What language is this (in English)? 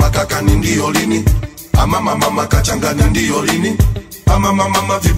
Swahili